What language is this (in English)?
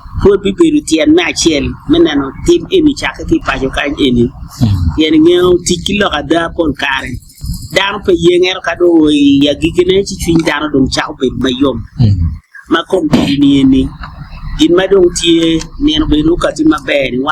Acoli